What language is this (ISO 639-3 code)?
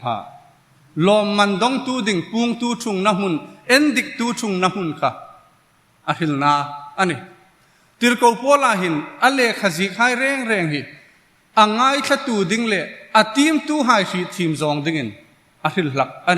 hmr